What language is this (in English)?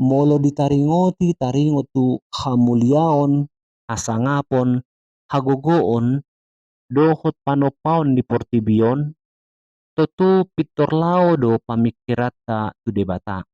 Batak Toba